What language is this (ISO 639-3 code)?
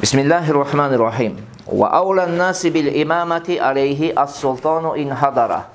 kir